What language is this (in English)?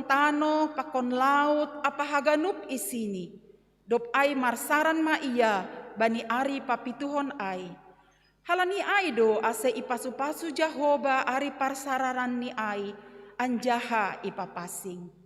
Batak Simalungun